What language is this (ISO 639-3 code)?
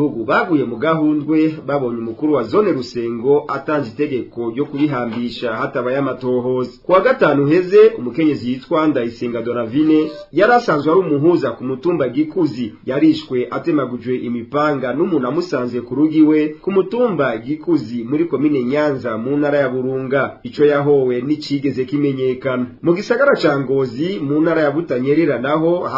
run